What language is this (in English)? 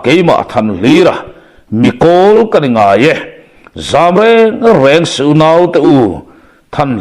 Mizo